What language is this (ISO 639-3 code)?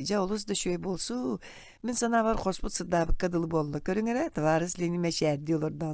sah